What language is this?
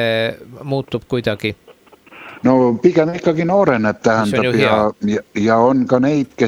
Estonian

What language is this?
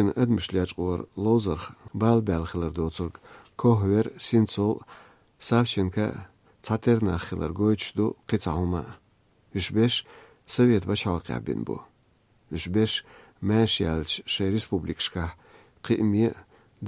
Chechen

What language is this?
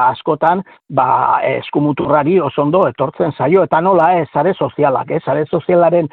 Basque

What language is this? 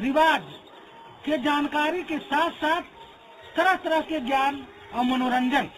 Magahi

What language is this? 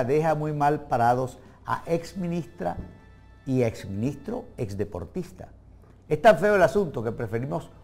Spanish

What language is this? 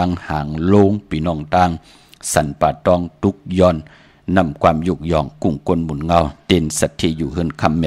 Shan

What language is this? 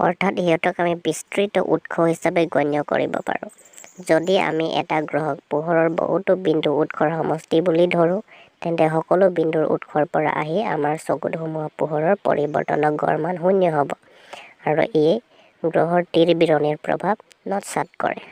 Assamese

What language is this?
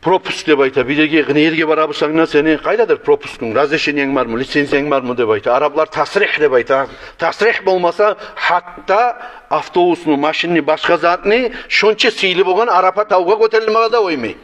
Kumyk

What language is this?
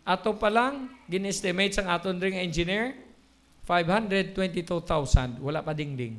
Hiligaynon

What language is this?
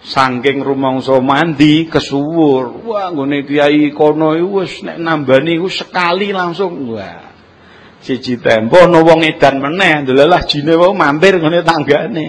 Javanese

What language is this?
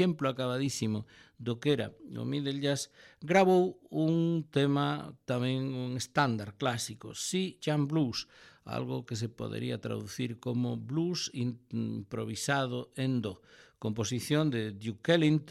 Galician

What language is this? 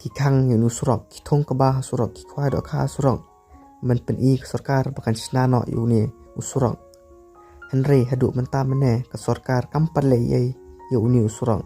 Khasi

